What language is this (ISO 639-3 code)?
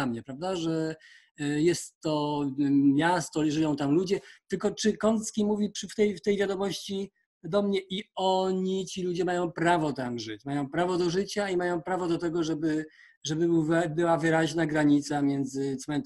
pol